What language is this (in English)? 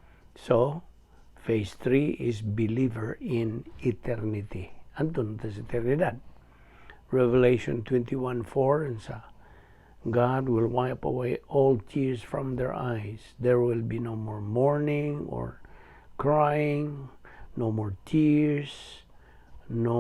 Cebuano